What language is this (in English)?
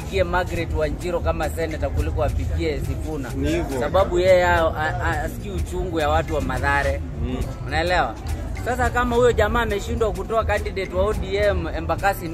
Swahili